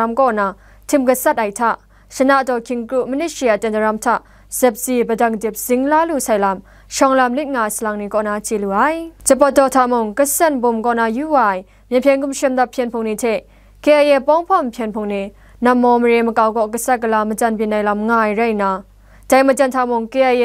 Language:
Kachin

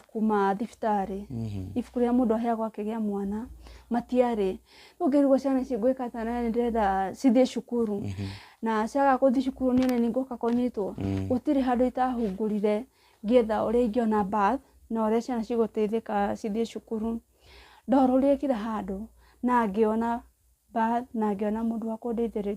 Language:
Kikuyu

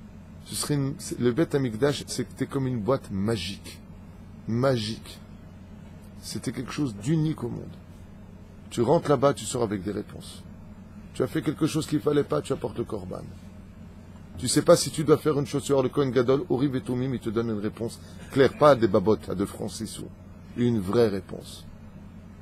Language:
French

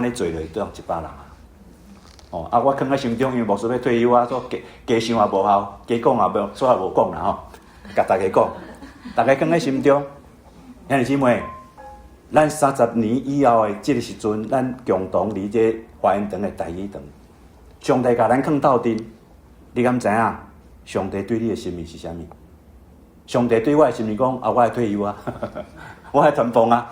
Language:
Min Nan Chinese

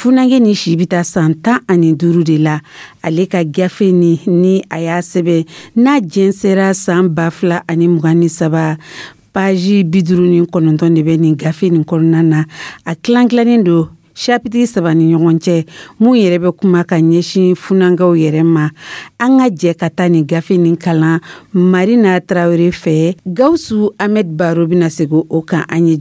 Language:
Dyula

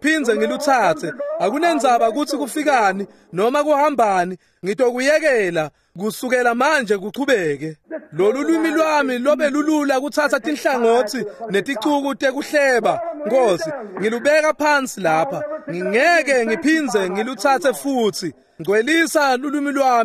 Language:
Swati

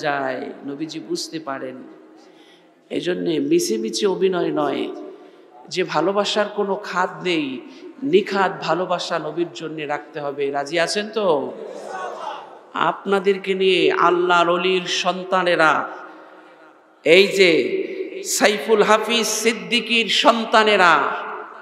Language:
Bangla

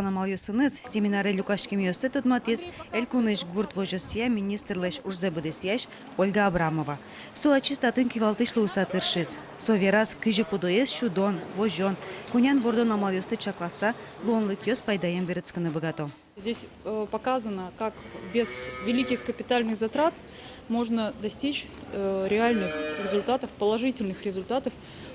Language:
Udmurt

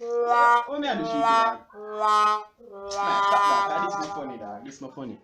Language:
Jamaican Creole English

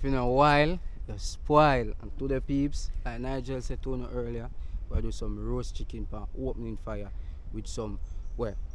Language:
Jamaican Creole English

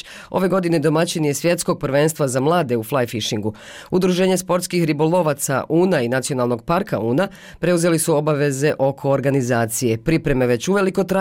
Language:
Bosnian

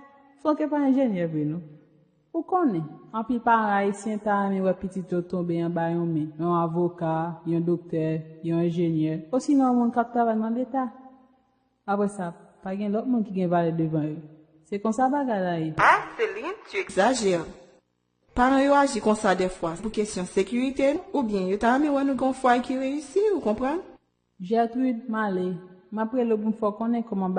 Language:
Haitian Creole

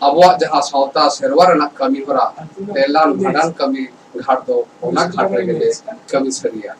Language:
Santali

